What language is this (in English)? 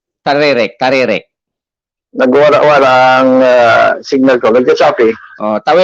Bikol